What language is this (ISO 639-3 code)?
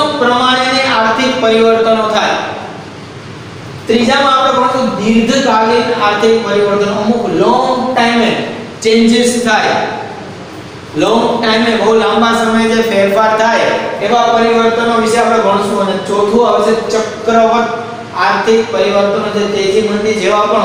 guj